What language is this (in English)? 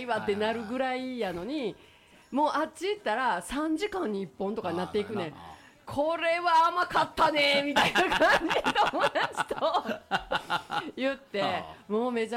Japanese